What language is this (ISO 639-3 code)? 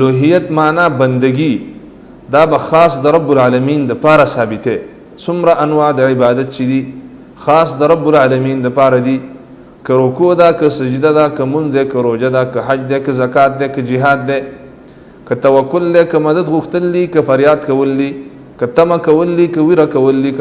pus